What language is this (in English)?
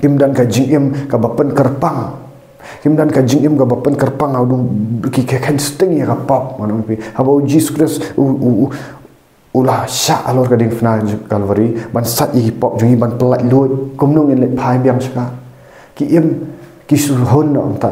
Khasi